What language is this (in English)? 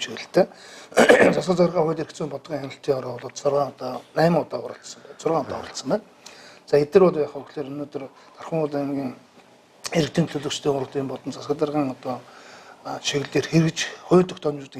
Mongolian